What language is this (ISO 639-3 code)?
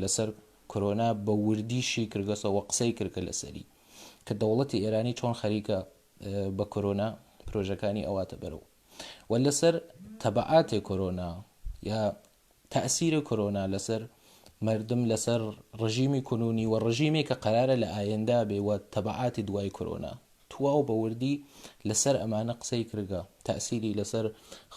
ckb